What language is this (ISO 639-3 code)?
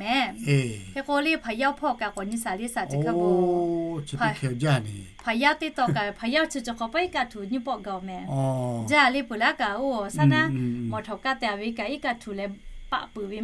lhu